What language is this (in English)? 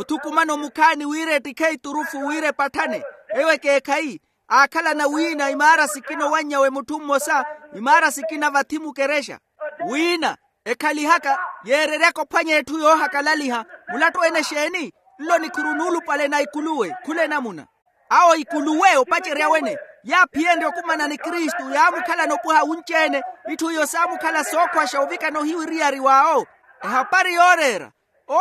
Makhuwa